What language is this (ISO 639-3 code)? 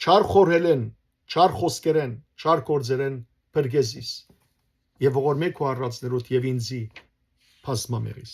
hyw